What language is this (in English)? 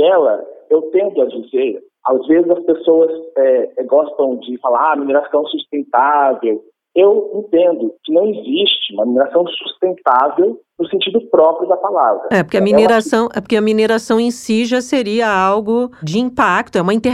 Portuguese